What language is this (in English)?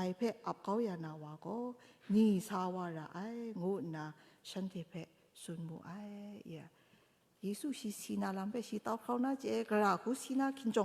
Kachin